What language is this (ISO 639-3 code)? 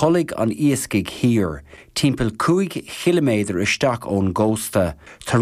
gle